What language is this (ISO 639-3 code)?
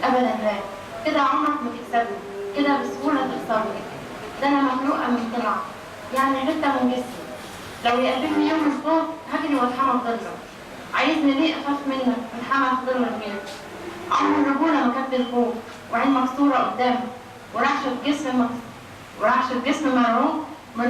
arz